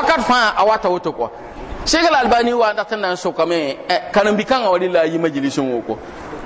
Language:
Mossi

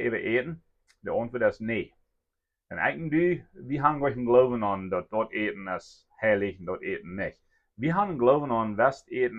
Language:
Plautdietsch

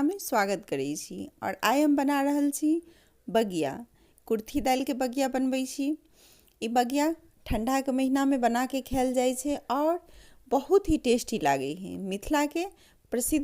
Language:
Maithili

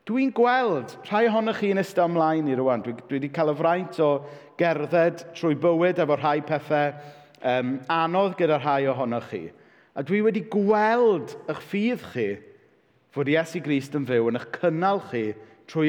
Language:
Welsh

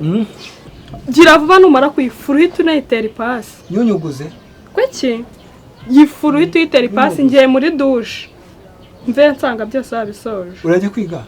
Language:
Kinyarwanda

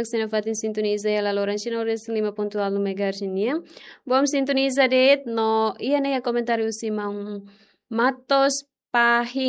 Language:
Tetum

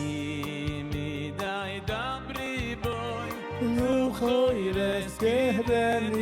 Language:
Yiddish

